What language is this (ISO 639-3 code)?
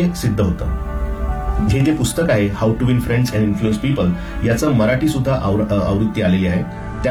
mar